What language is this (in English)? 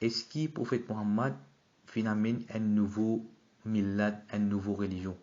Morisyen